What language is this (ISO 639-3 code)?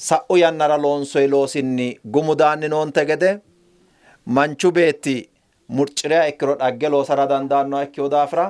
sid